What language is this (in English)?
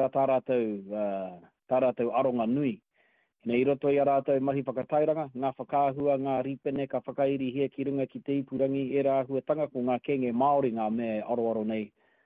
Māori